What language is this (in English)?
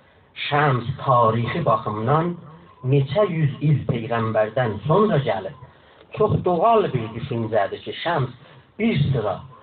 South Azerbaijani